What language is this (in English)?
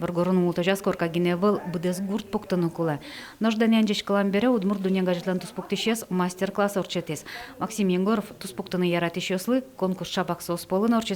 Udmurt